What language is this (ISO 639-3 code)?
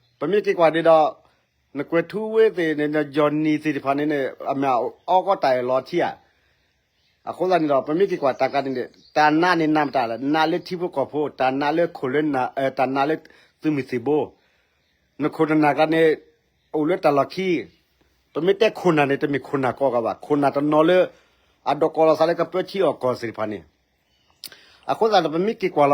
ksw